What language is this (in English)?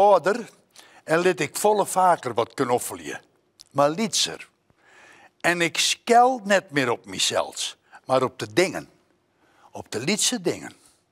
Western Frisian